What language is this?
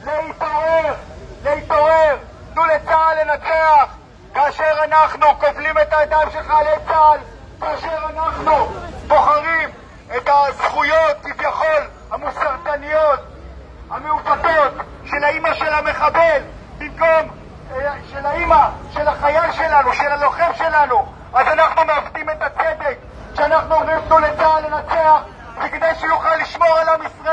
Hebrew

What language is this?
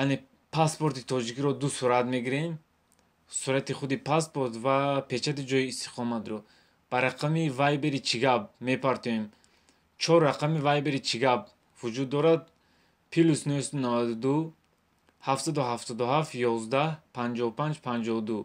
Tajik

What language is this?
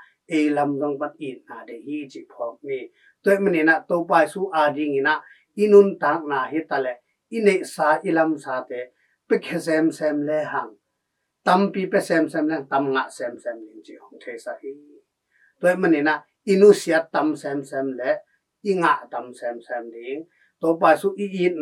Tedim Chin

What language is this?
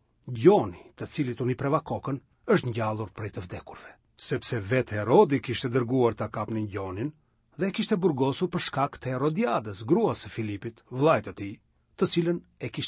Albanian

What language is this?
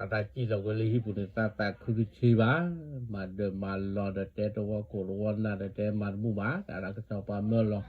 S'gaw Karen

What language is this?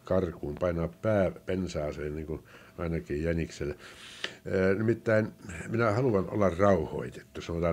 Finnish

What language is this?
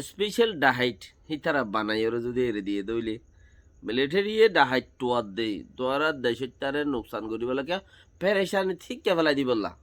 Rohingya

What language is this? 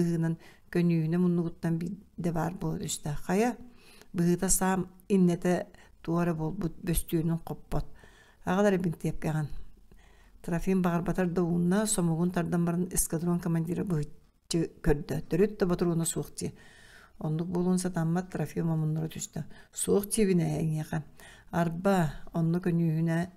Yakut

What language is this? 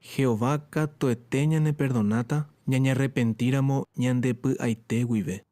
Guarani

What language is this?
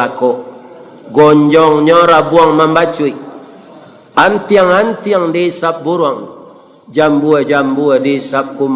Minangkabau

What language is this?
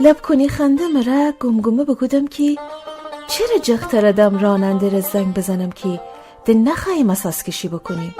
Gilaki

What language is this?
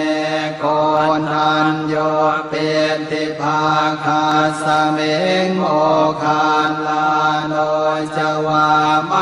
Pali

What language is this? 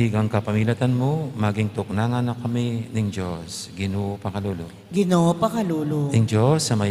Pampanga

